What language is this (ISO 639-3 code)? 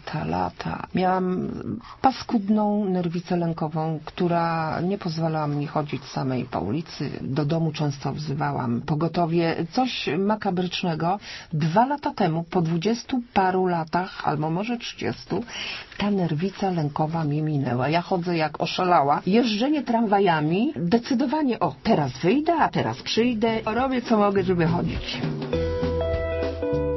pol